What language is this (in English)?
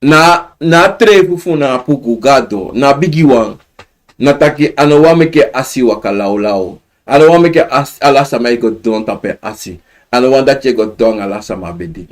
Sranan Tongo